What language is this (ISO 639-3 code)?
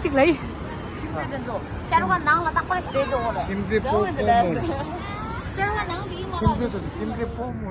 bod